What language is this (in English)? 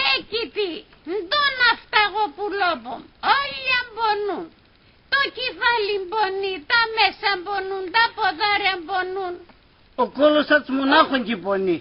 Pontic